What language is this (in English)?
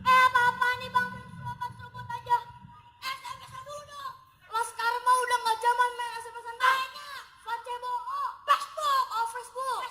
Betawi